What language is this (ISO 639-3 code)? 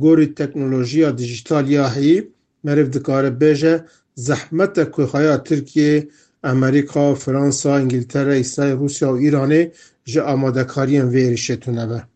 kur